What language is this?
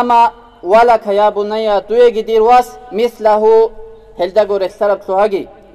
Avaric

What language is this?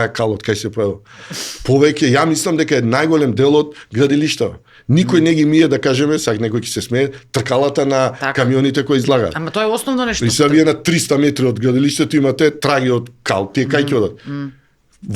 Macedonian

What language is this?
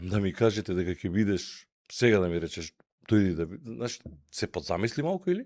Macedonian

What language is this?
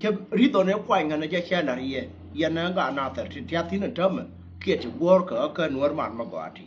Nuer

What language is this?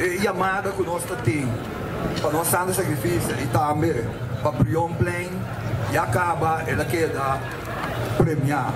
Papiamento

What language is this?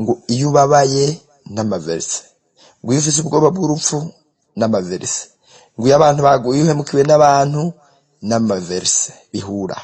Rundi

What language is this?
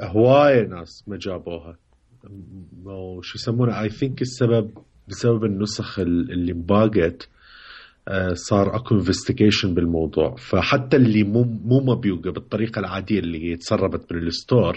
Mesopotamian Arabic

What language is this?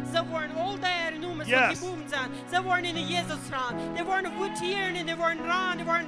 Plautdietsch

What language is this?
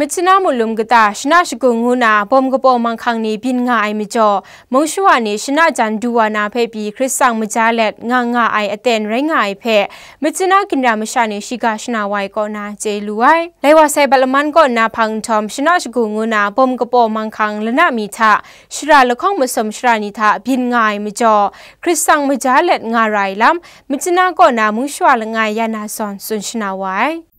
Kachin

